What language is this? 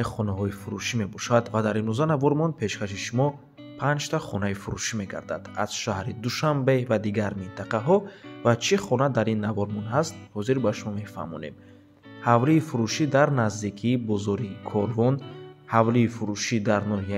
Tajik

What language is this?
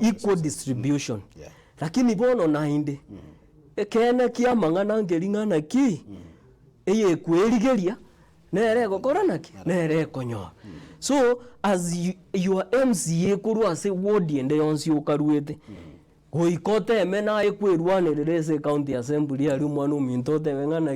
Gusii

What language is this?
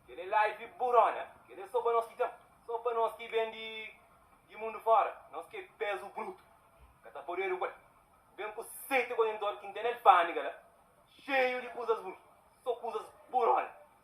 Kabuverdianu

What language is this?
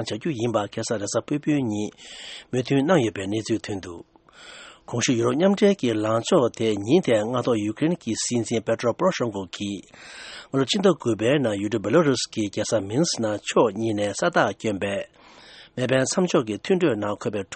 Tibetan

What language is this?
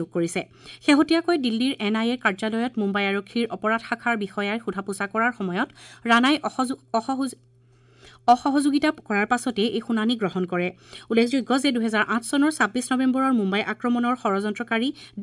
Assamese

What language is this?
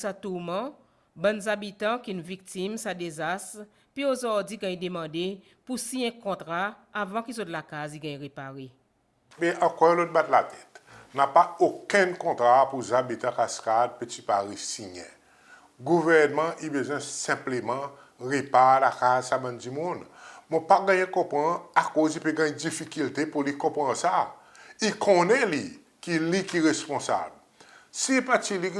Seselwa Creole French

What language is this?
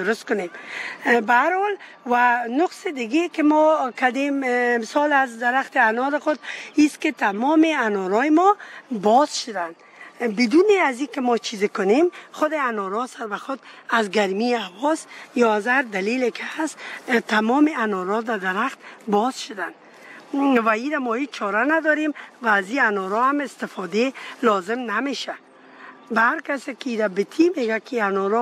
Persian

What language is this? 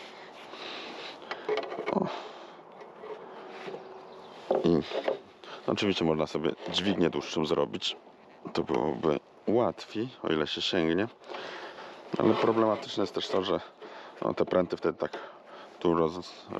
Polish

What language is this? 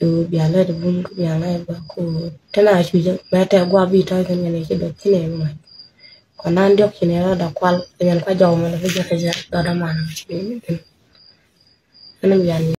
Nuer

